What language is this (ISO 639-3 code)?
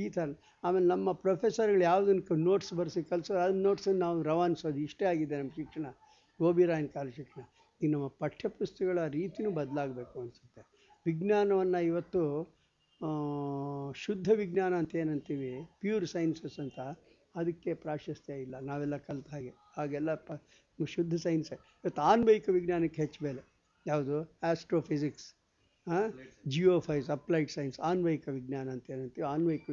kan